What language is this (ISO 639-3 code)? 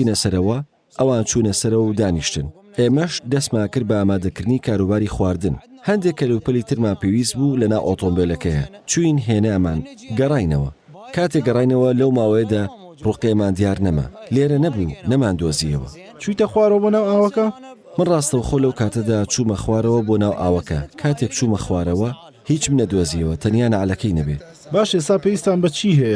ckb